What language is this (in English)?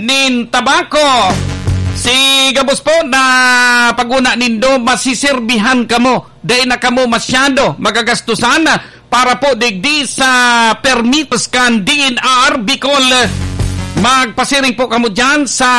Bikol